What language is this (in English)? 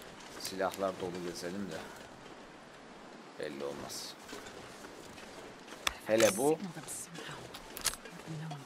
Turkish